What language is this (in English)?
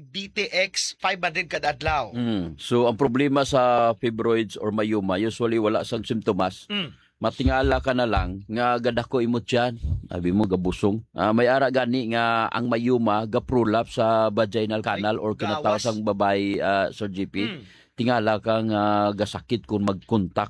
Hiligaynon